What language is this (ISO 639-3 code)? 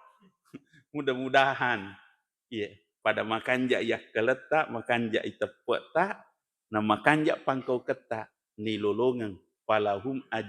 bug